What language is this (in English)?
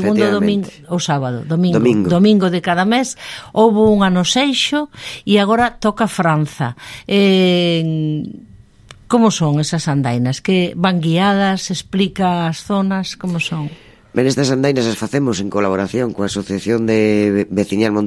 Galician